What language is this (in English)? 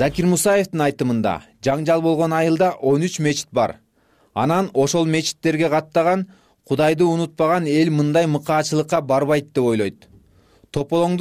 Kyrgyz